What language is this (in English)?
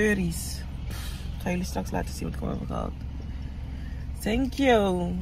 Dutch